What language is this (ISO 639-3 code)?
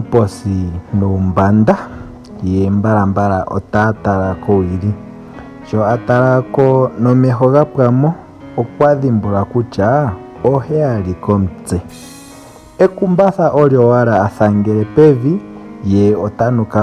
ndo